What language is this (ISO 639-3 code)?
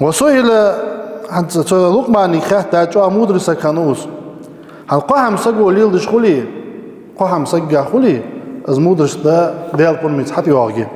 inh